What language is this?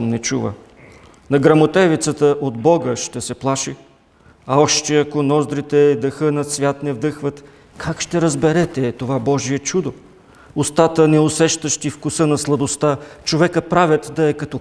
Bulgarian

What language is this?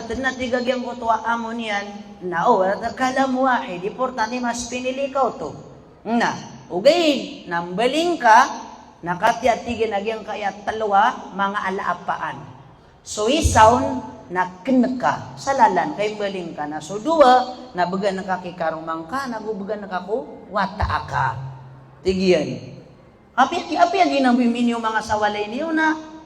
Maranao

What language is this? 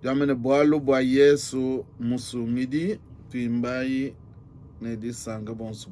Luba-Lulua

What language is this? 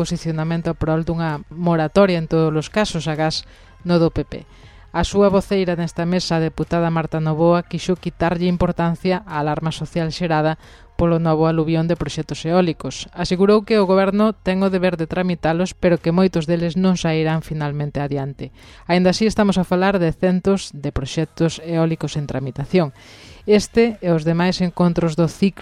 Galician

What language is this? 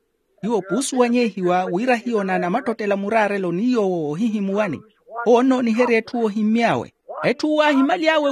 Makhuwa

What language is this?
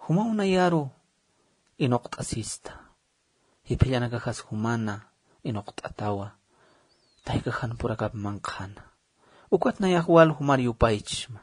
Aymara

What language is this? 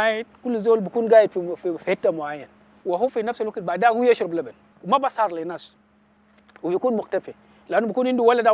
Dinka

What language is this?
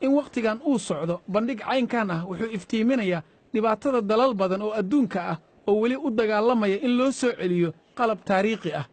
Somali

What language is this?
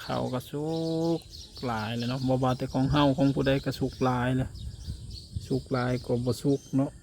Lao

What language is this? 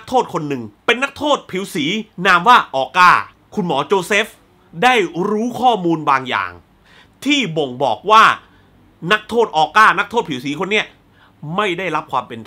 Thai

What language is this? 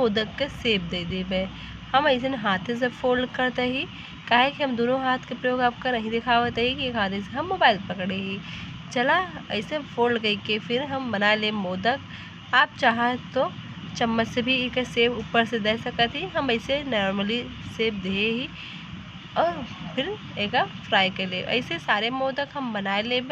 Awadhi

